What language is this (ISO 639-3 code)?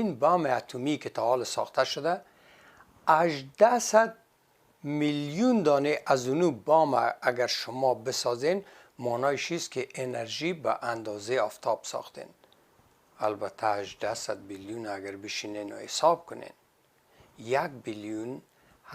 fas